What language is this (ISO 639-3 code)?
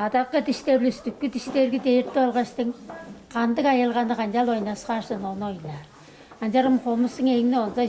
tyv